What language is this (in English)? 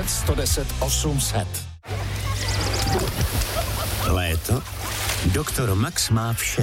Czech